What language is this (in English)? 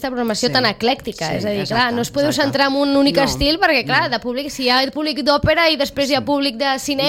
Catalan